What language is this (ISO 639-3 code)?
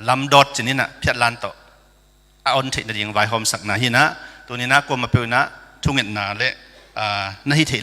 ctd